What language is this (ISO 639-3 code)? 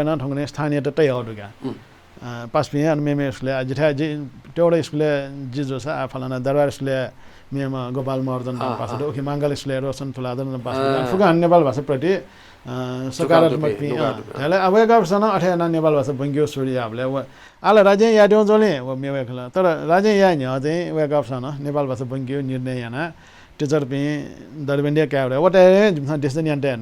new